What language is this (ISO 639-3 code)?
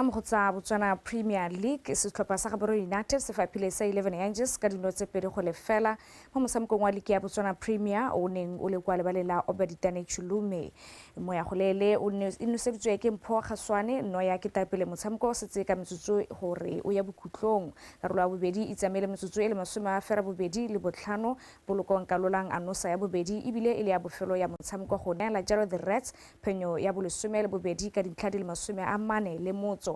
tsn